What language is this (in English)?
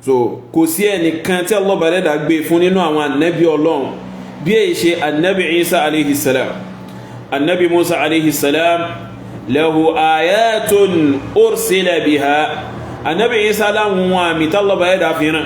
Yoruba